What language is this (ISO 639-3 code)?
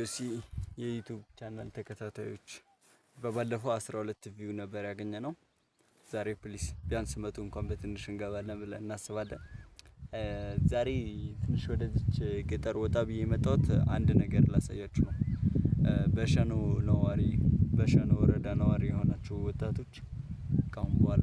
amh